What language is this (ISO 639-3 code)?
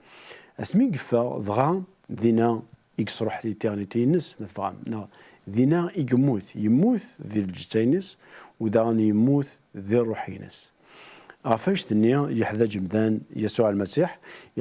kab